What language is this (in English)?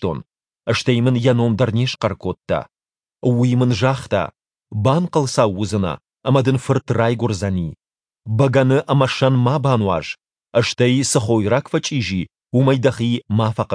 Ossetic